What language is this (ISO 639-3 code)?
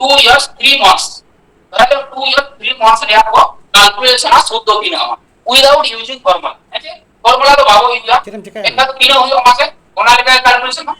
sat